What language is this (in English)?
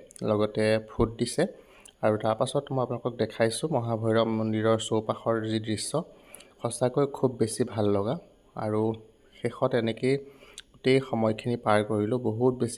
Assamese